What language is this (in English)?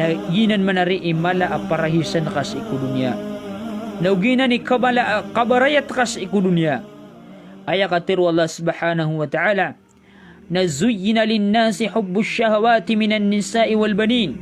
Maranao